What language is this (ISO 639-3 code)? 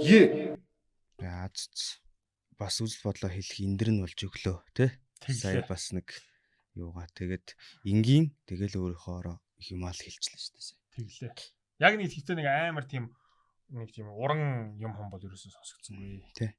mon